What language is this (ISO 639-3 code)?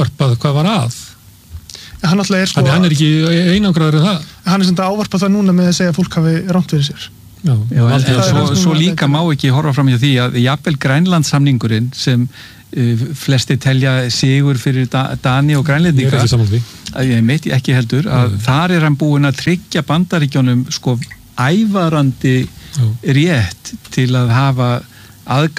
isl